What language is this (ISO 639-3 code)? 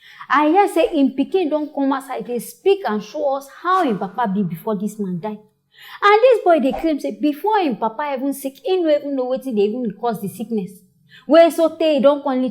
pcm